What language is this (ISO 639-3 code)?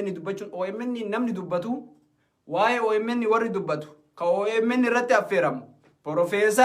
orm